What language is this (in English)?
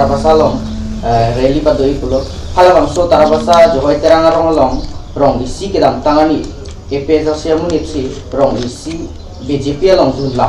Karbi